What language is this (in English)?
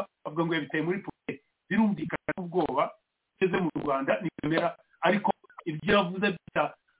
Kinyarwanda